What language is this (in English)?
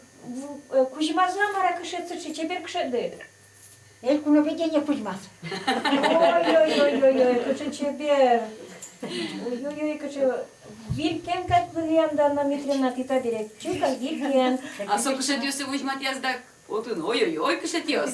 Udmurt